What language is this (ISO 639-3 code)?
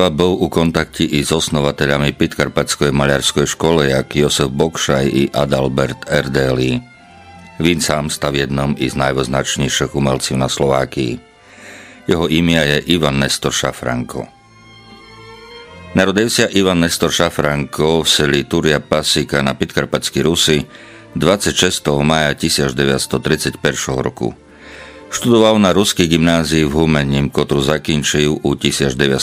rue